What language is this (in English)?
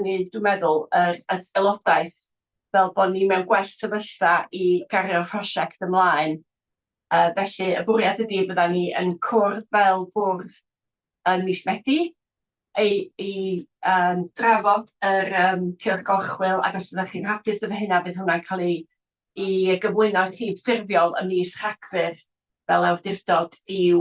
Welsh